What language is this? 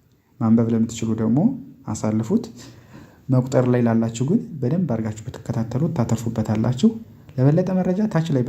Amharic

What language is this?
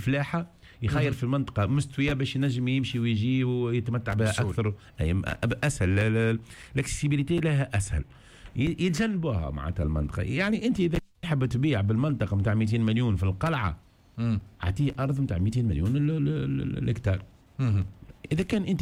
Tunisian Arabic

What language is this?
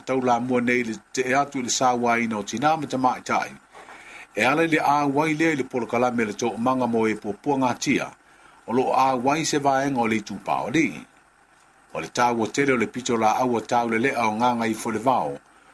Samoan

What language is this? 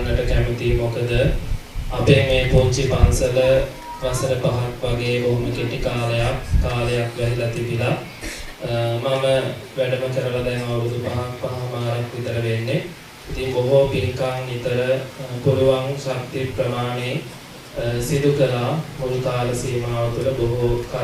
Sinhala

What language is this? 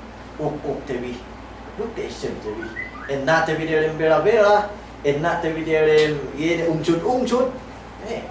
Yakan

